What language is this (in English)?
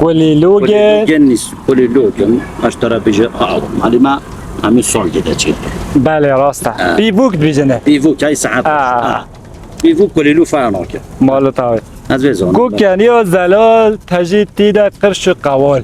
Kurdish